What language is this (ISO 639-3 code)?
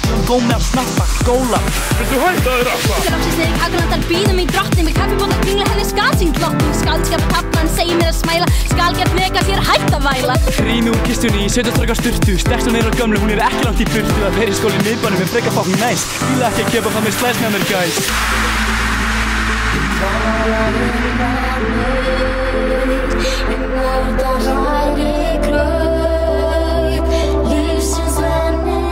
isl